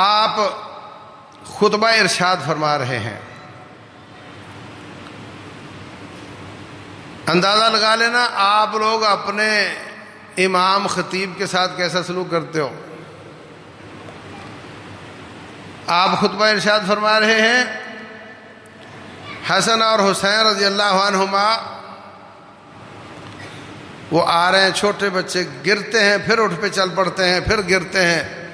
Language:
Urdu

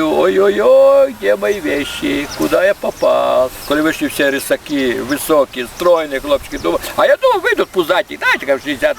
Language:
Rusyn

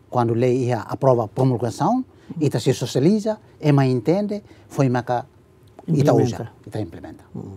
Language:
Tetum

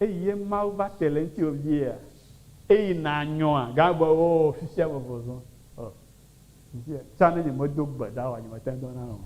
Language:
Ewe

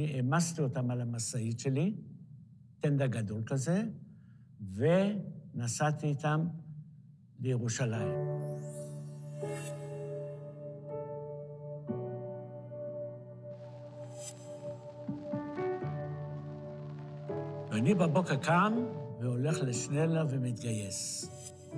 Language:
Hebrew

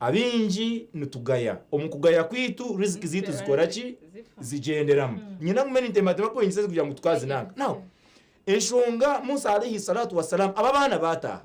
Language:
Nyankole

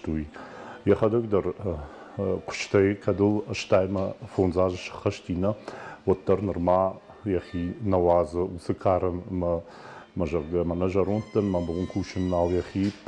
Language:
Ossetic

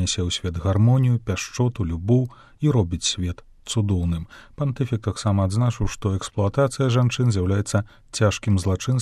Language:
Belarusian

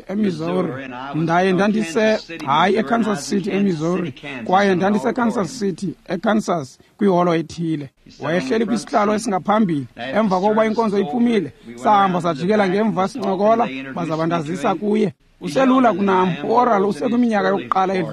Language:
Xhosa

